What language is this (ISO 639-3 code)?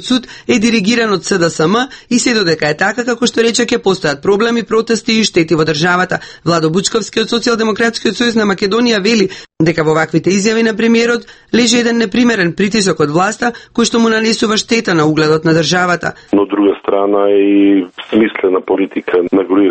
mkd